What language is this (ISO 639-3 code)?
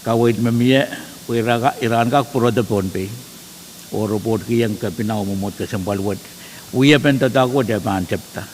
pon